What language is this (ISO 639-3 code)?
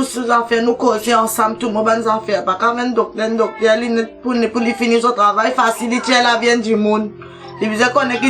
mfe